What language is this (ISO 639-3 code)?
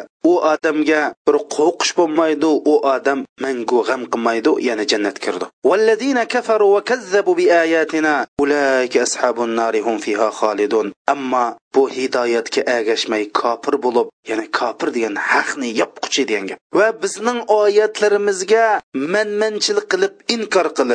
uig